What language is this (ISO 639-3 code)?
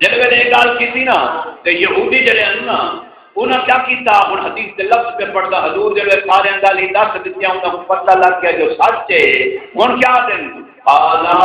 skr